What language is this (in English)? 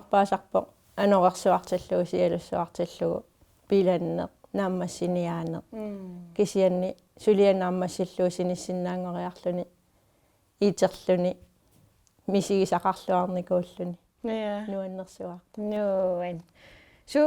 Kalaallisut